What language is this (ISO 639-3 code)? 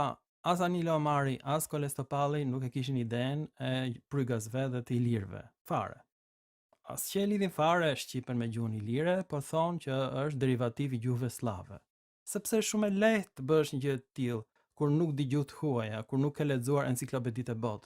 sqi